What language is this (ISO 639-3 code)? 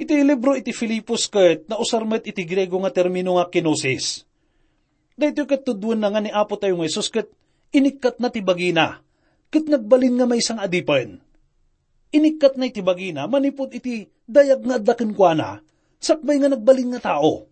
ilo